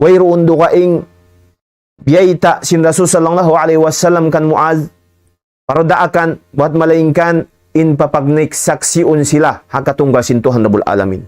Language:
Tausug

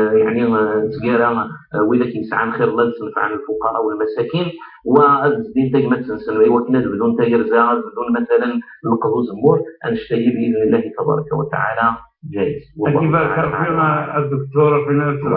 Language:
Kabyle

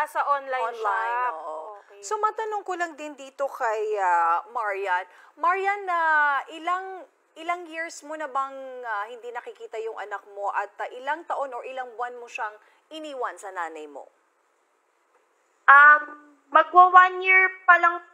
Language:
Filipino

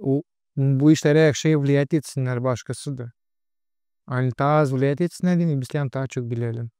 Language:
Gagauz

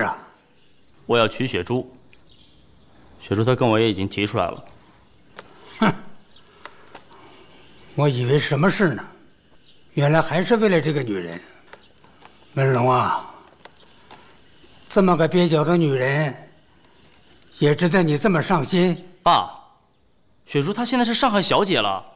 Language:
Chinese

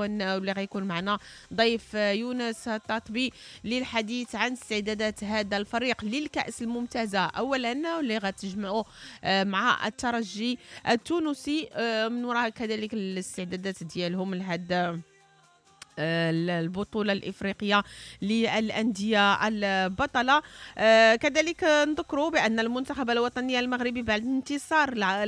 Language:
Moroccan Arabic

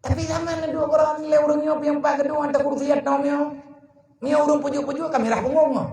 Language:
Achinese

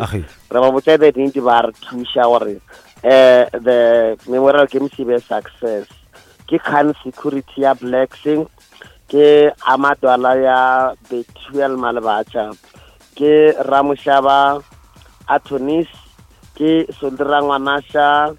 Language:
Northern Sotho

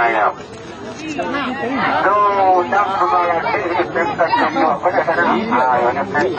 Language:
Minangkabau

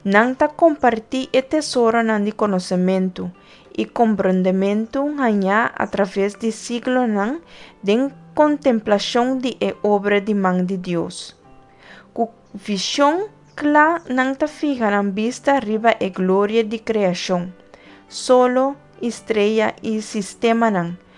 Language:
Papiamento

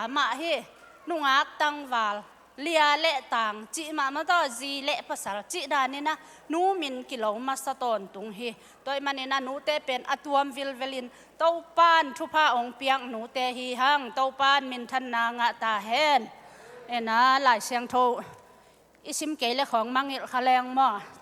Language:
Tedim Chin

